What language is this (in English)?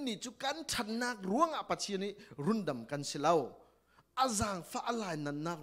Falam Chin